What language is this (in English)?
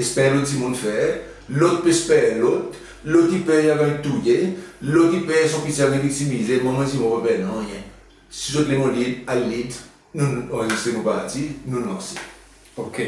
Seselwa Creole French